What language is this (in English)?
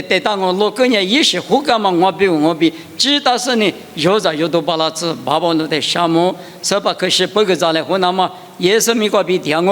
Lisu